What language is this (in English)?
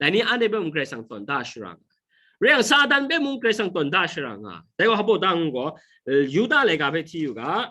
Kachin